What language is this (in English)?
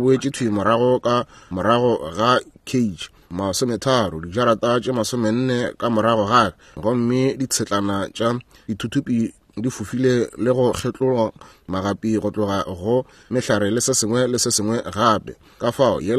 Northern Sotho